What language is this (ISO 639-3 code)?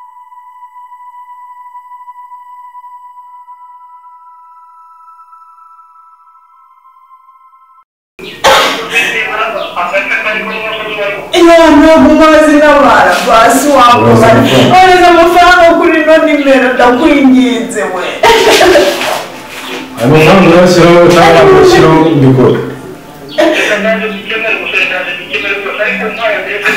kin